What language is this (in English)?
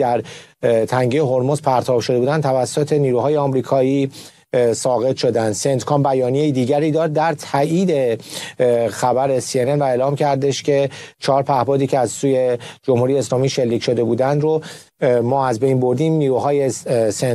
Persian